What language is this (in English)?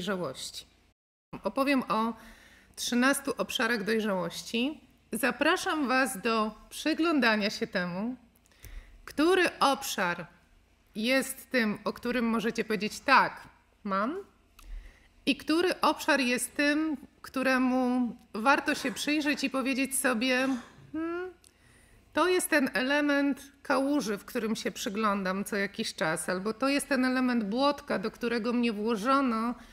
Polish